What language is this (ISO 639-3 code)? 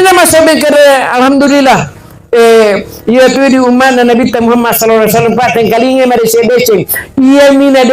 bug